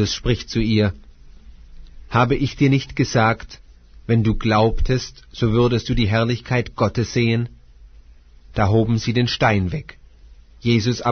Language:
German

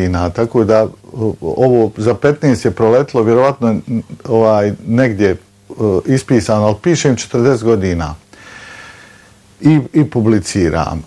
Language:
Bosnian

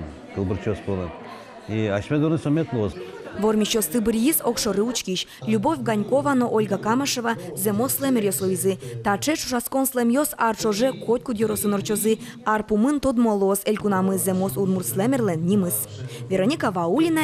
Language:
Udmurt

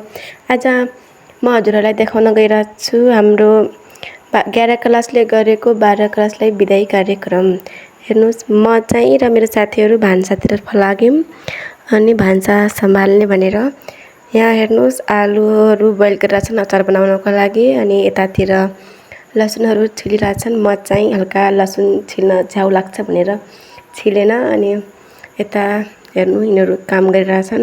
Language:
Nepali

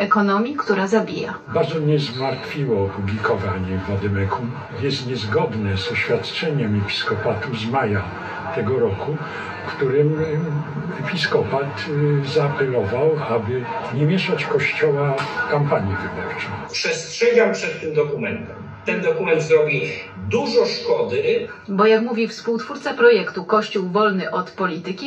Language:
Polish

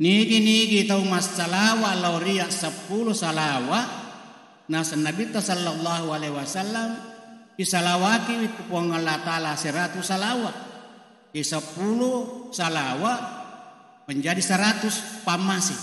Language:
Buginese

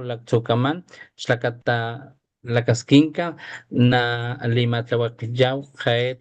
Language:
Papantla Totonac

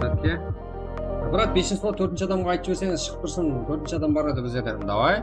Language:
Kara-Kalpak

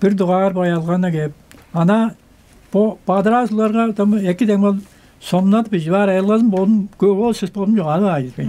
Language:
Tuvinian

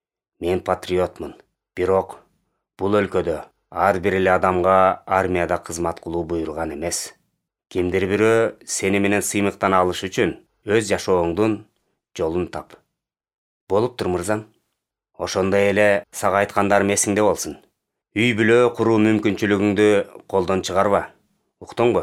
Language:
Kyrgyz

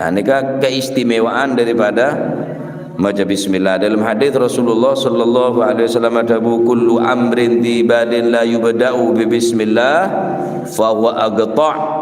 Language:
Madurese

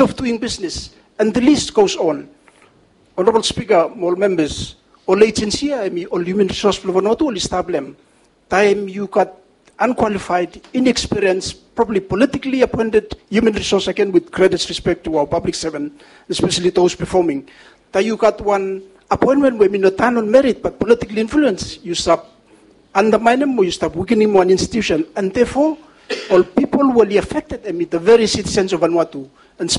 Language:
Bislama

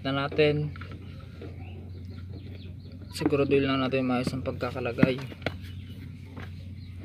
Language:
Filipino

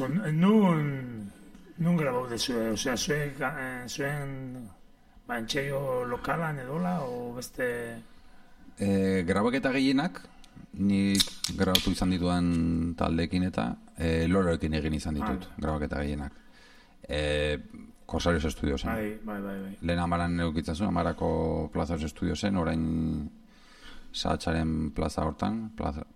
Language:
Basque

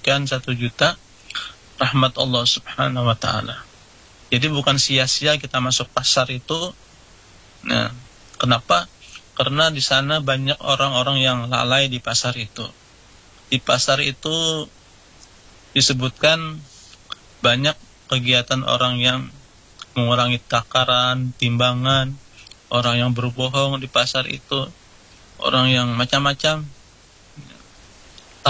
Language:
Indonesian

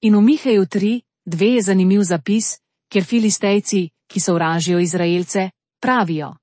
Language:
Slovenian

